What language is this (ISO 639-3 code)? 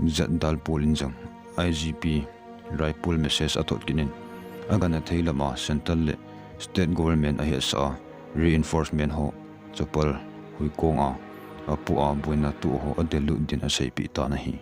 tcz